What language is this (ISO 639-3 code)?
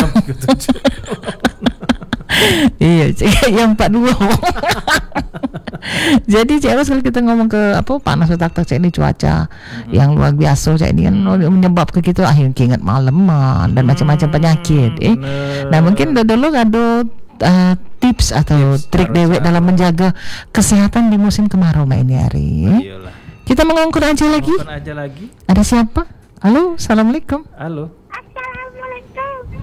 ind